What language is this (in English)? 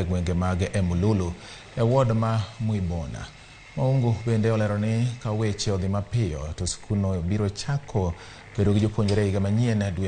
Luo (Kenya and Tanzania)